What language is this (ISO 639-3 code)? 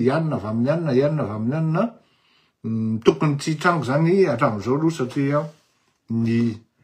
mlg